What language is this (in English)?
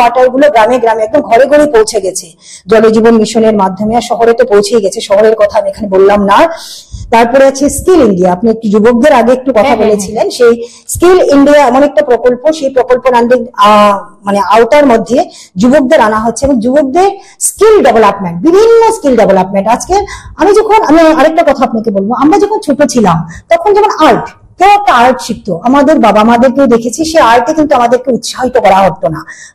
Bangla